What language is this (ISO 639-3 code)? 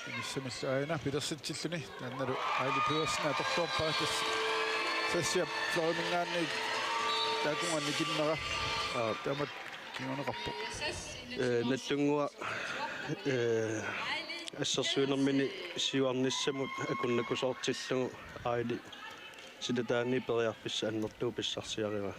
kal